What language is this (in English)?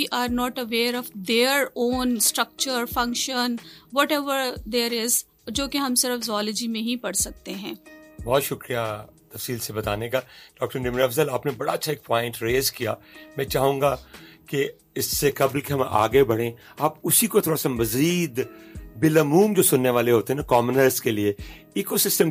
Urdu